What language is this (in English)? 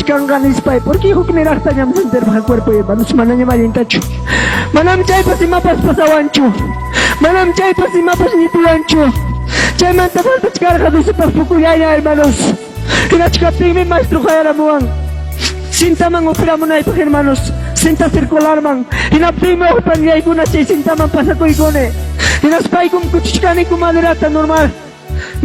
Ayacucho Quechua